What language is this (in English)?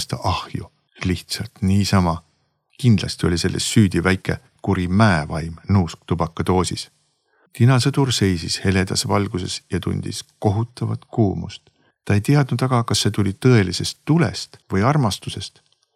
Estonian